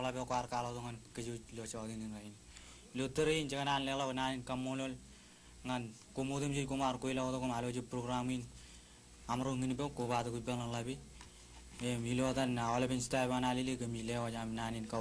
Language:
Marshallese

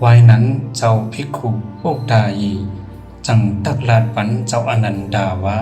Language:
Shan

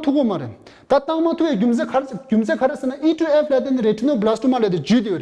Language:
Tibetan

